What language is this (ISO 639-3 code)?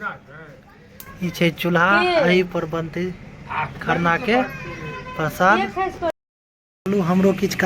mai